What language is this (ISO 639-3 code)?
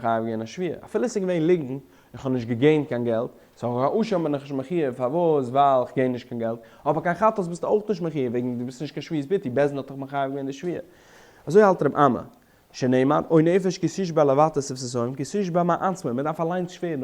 yid